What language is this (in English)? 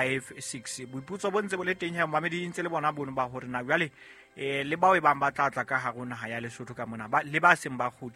Southern Sotho